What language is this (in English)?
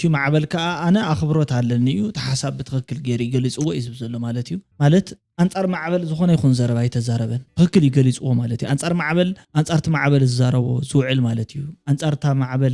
Tigrinya